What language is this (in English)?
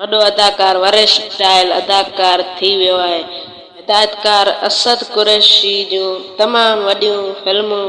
Sindhi